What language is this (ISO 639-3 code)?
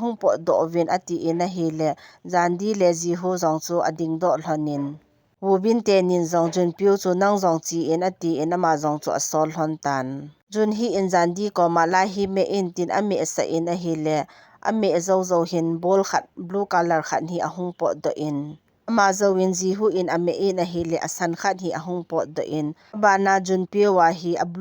tcz